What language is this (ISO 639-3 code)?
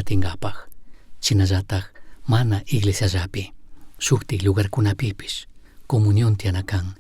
qug